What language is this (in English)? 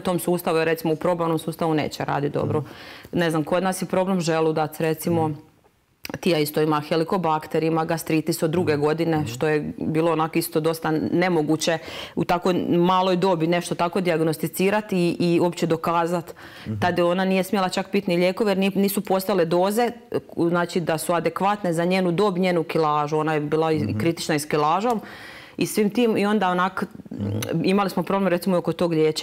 Croatian